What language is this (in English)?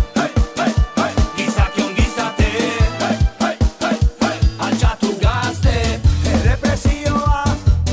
Basque